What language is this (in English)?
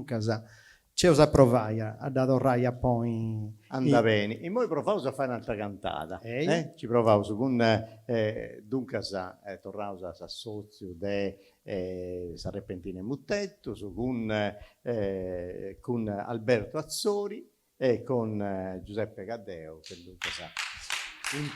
Sardinian